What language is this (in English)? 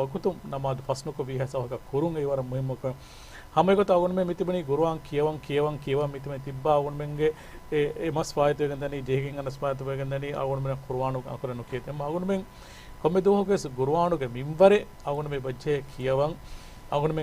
Divehi